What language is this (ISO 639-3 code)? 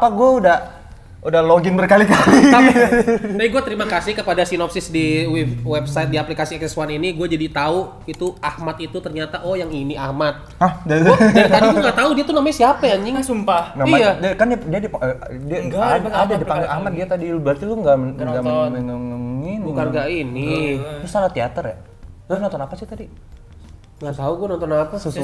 ind